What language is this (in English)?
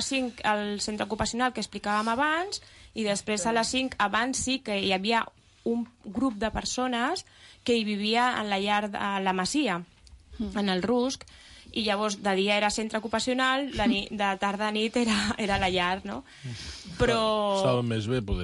Catalan